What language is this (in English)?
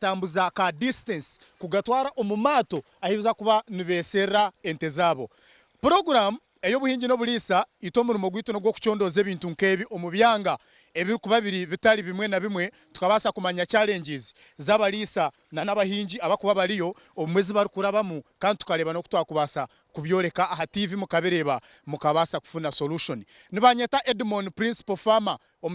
Nyankole